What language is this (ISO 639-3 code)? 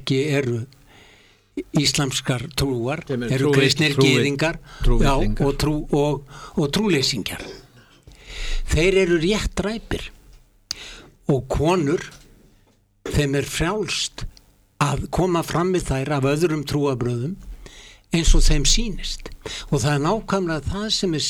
isl